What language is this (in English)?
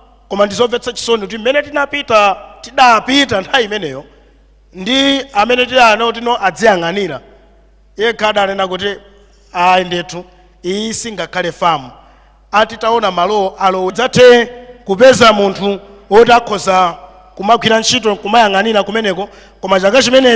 Nyanja